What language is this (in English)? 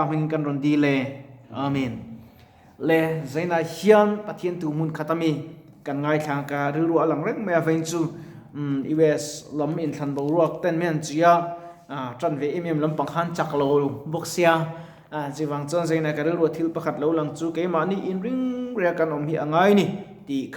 Mizo